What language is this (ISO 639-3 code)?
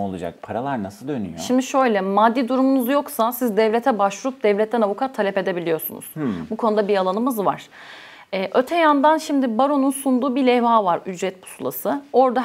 tur